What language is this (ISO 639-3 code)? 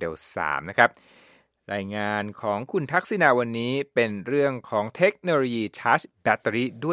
tha